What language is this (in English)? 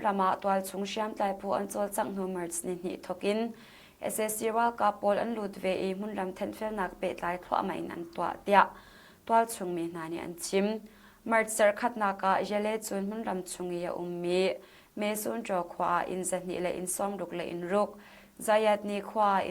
Hakha Chin